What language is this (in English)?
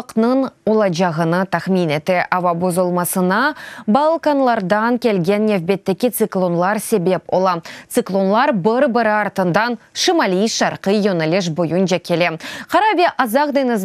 Crimean Tatar